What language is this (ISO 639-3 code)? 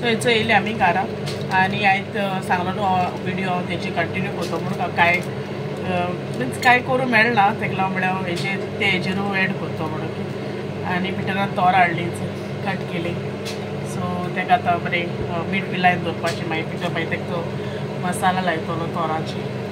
kok